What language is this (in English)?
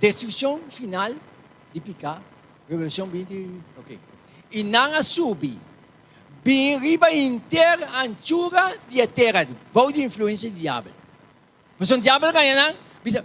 Papiamento